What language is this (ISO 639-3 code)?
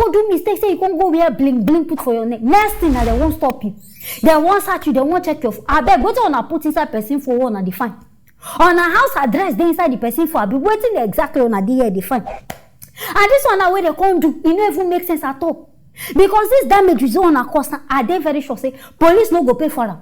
pcm